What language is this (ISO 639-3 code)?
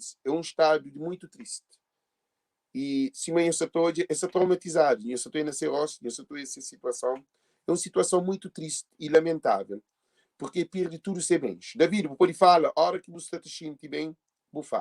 kea